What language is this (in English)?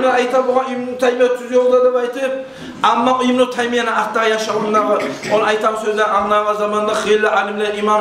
Kumyk